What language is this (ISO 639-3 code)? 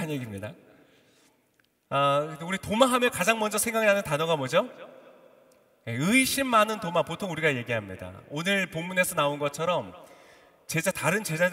kor